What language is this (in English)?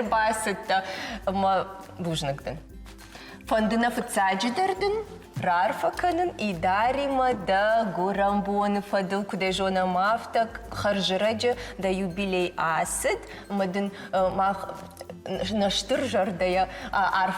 Ossetic